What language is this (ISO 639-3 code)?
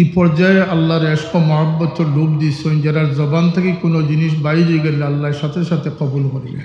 syl